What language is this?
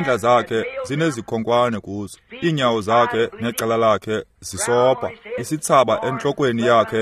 Xhosa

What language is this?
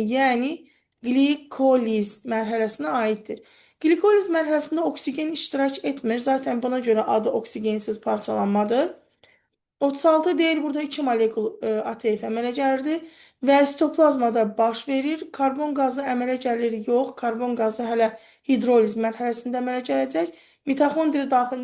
Azerbaijani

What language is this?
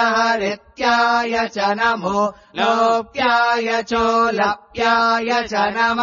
Sanskrit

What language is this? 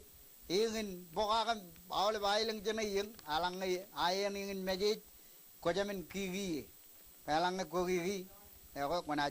Marshallese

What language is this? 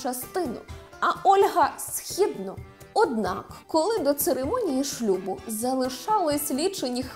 Ukrainian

